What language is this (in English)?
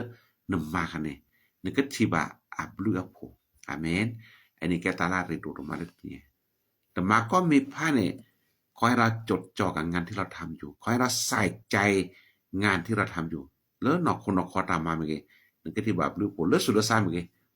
S'gaw Karen